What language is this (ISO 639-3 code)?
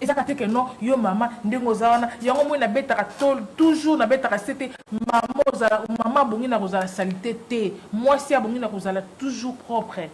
lin